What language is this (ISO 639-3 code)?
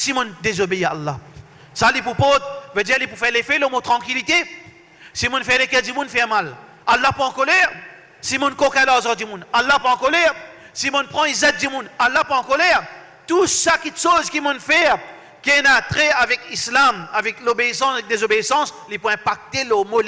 mfe